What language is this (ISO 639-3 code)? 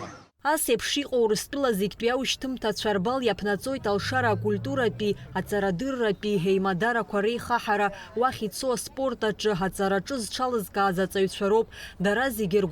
abk